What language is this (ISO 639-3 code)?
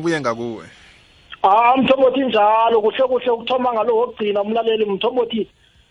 nbl